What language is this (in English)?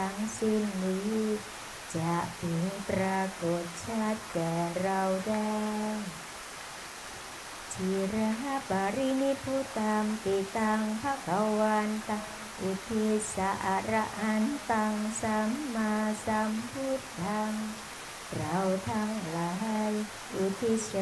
Thai